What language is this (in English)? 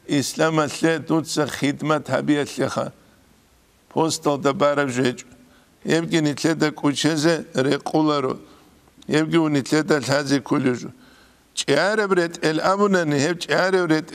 Avaric